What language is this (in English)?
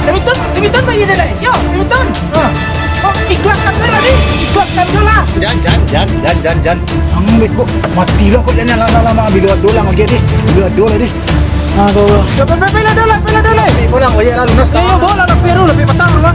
Minangkabau